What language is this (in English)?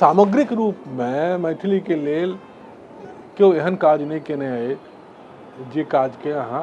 Maithili